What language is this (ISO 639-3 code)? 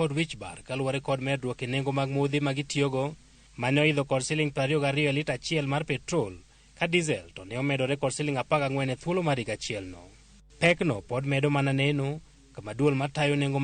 luo